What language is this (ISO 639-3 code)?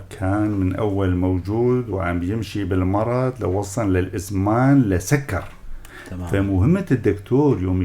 apc